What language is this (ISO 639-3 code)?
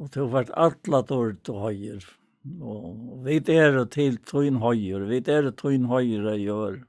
fao